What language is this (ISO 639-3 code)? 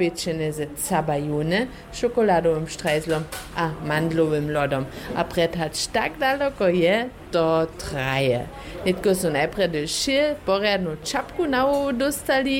hsb